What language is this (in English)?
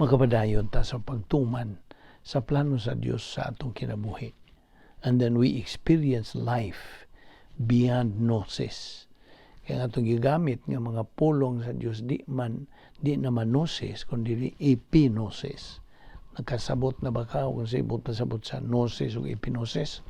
Cebuano